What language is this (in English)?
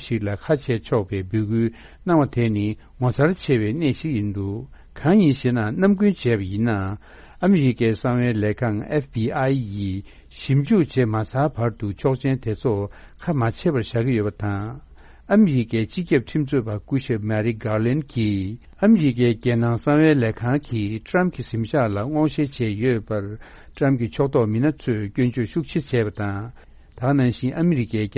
Tibetan